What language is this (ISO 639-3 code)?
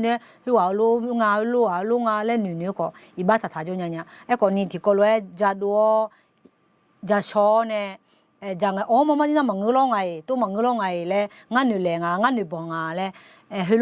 ahk